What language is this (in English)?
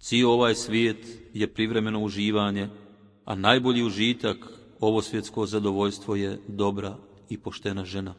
Bosnian